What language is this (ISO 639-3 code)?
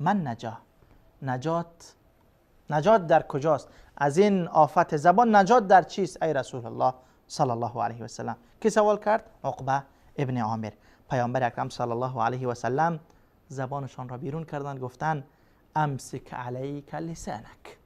fas